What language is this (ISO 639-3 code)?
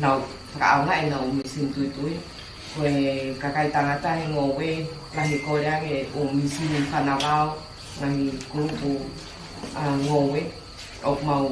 ton